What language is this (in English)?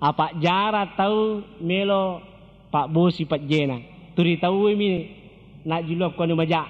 Buginese